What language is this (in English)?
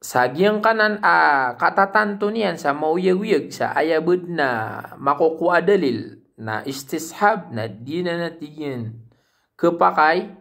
Maranao